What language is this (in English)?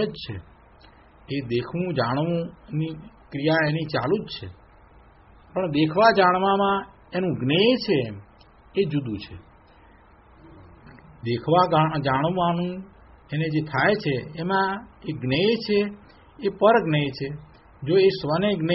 Gujarati